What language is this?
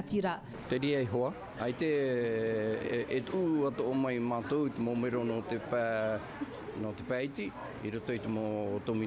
Tahitian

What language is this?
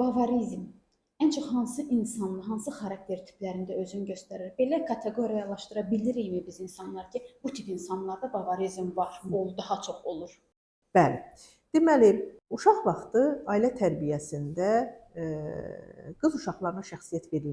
Azerbaijani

